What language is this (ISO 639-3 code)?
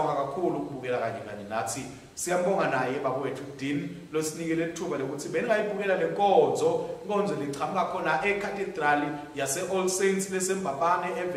ssw